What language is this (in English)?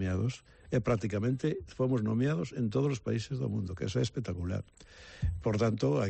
Galician